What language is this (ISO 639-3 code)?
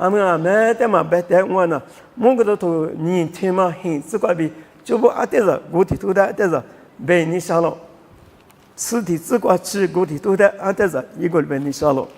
lis